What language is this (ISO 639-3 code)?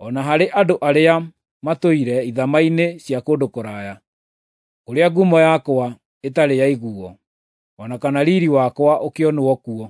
kik